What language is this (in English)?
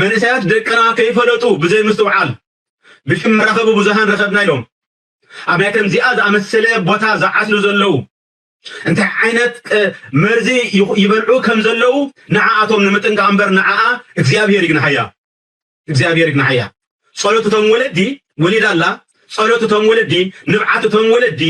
Tigrinya